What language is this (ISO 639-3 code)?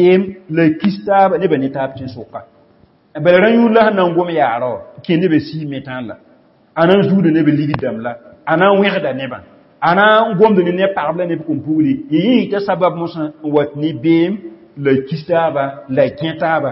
mos